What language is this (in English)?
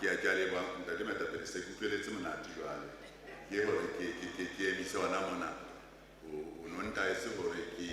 Southern Sotho